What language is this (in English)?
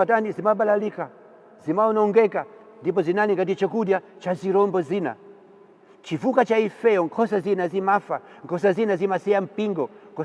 Nyanja